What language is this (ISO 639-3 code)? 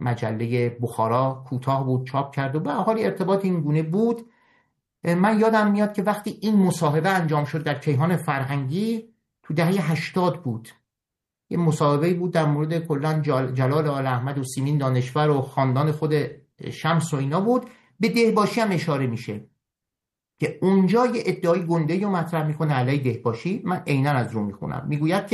fas